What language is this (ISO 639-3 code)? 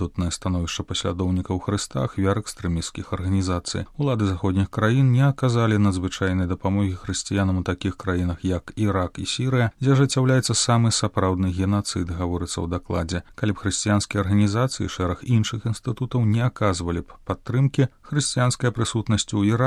bel